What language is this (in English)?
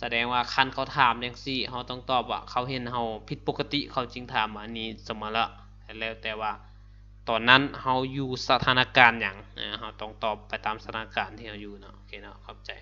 Lao